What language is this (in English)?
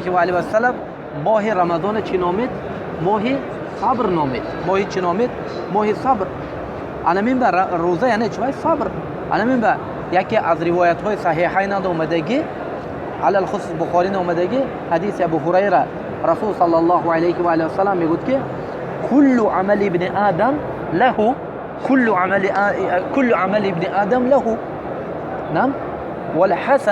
Tajik